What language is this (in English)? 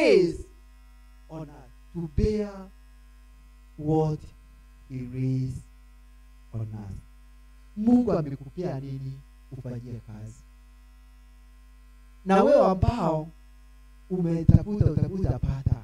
Swahili